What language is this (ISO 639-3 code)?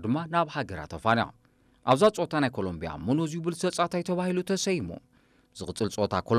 tir